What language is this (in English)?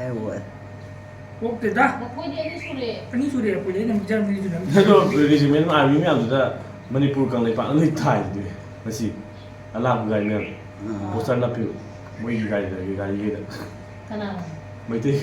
Manipuri